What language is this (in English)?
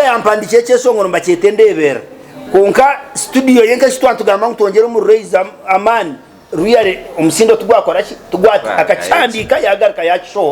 Nyankole